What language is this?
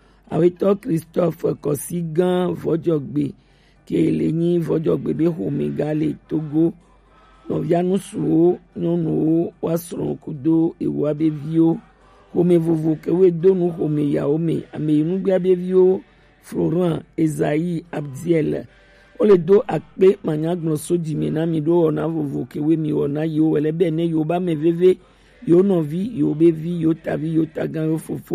Gen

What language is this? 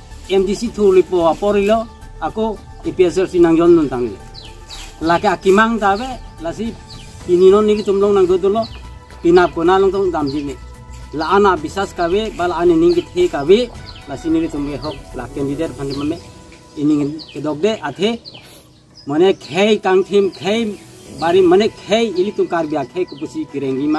Karbi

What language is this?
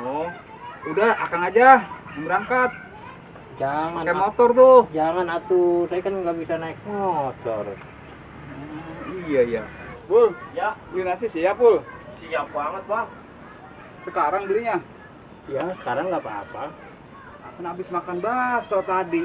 Betawi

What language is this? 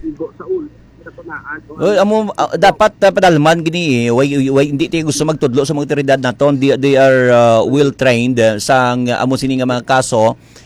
Hiligaynon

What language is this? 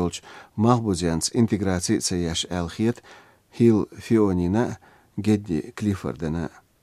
Latvian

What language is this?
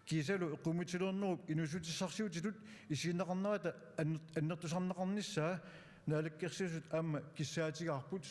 Kalaallisut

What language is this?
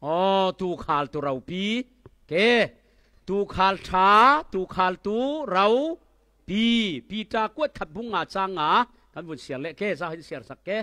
Falam Chin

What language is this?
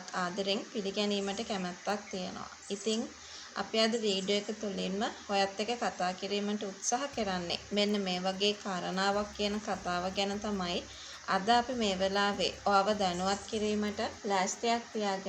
Sinhala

